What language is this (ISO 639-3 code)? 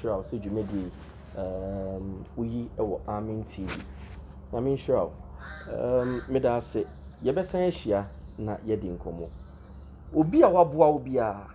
aka